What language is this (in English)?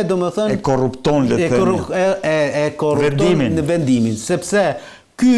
Albanian